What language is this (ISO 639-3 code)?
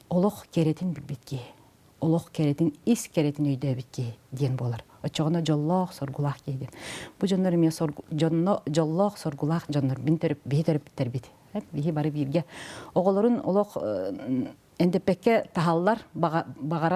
sah